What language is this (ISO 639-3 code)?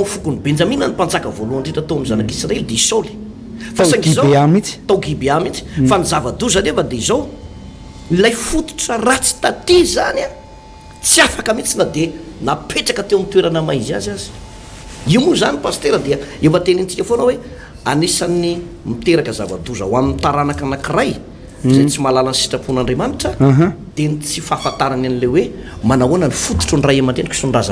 mlg